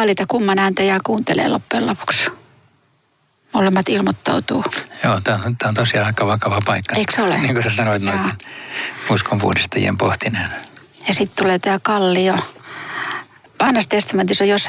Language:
Finnish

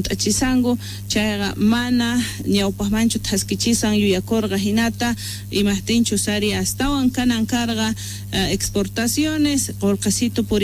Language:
South Bolivian Quechua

